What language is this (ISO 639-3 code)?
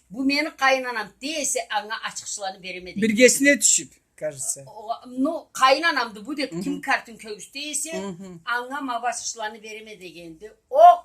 krc